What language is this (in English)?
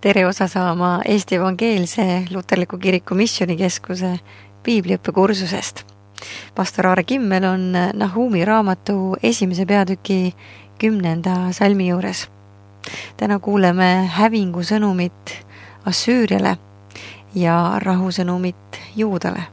Estonian